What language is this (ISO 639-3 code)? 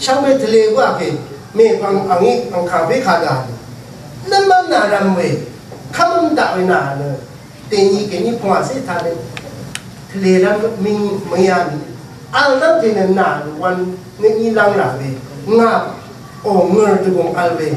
raw